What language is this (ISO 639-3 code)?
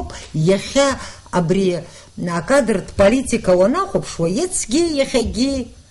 abk